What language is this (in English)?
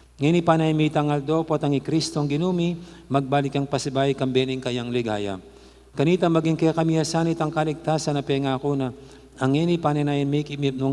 Pampanga